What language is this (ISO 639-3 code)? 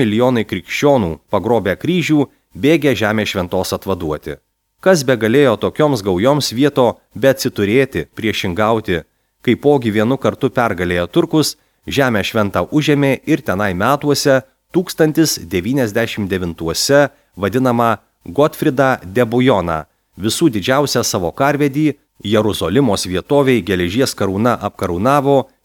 lit